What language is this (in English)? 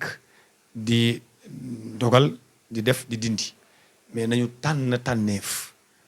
Wolof